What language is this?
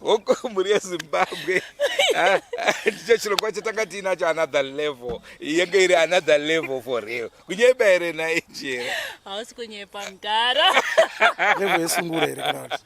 Shona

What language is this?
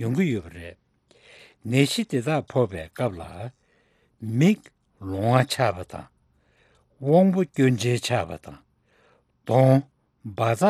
Tibetan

